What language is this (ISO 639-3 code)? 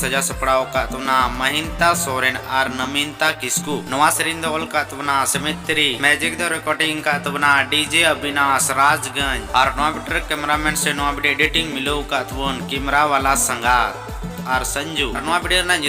sat